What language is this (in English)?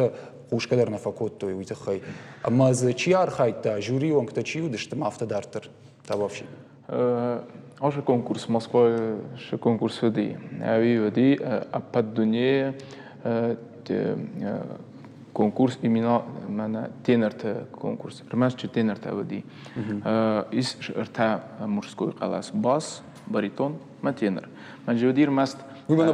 Ossetic